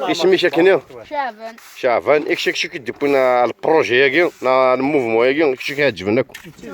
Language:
Kabyle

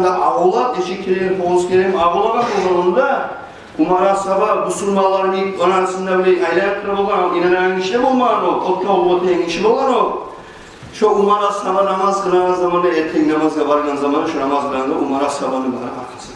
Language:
Kumyk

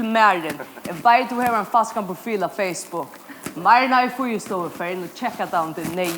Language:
Faroese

